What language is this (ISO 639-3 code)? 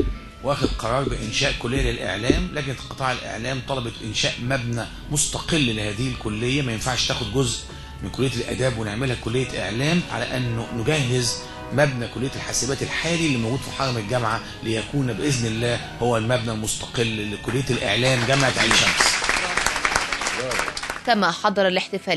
arz